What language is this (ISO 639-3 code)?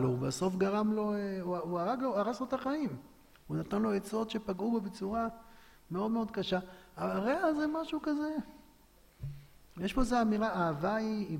heb